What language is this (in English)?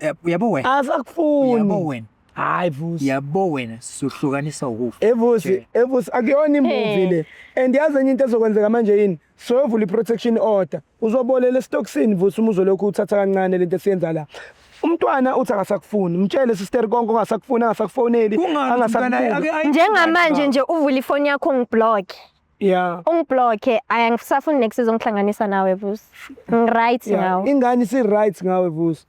Zulu